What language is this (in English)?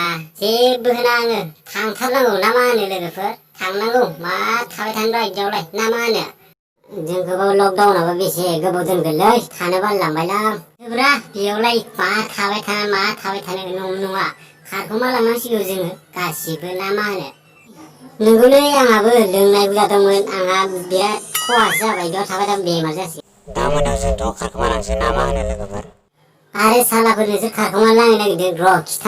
Bodo